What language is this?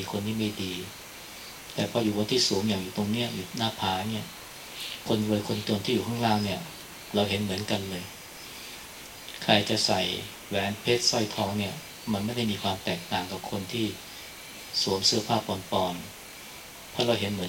Thai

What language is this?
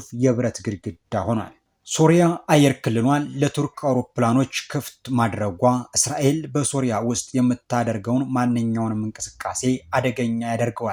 Amharic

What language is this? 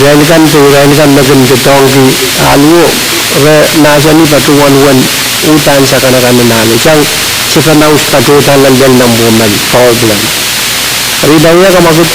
Pohnpeian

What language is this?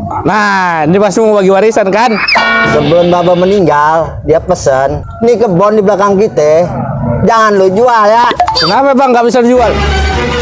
Betawi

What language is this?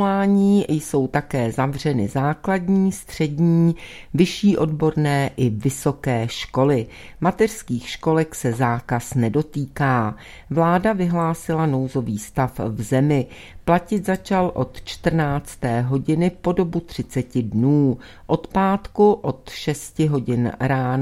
Czech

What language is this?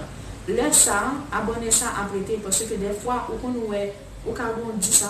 Haitian Creole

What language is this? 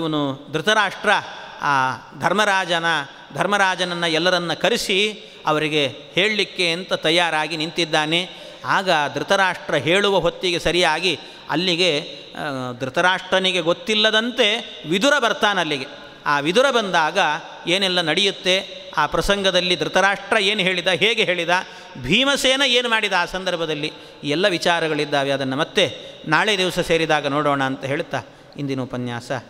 Kannada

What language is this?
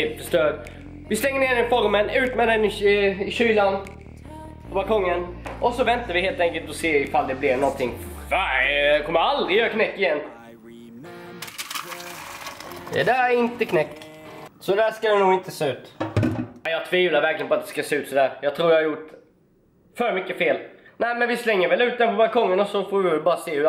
Swedish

